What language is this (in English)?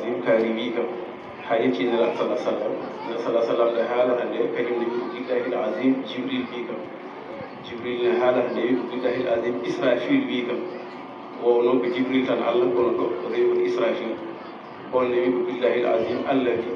Fula